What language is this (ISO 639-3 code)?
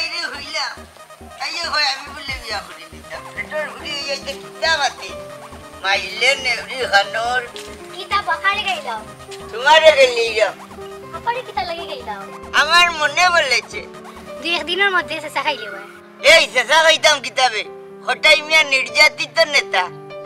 syl